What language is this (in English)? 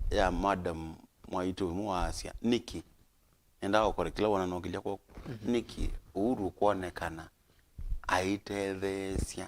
Kamba